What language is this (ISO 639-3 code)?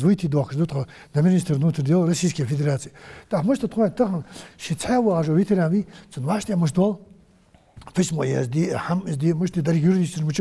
inh